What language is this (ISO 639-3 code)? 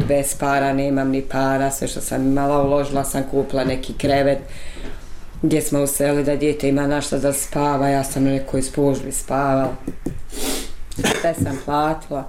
bos